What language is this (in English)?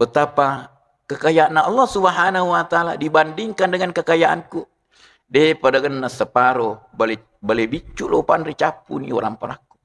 Buginese